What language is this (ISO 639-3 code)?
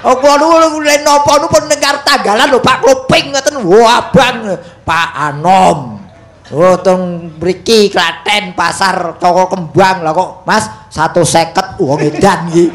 jav